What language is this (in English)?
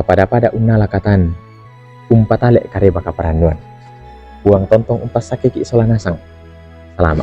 Toraja-Sa'dan